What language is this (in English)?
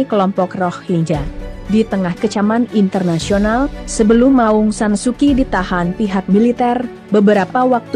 Indonesian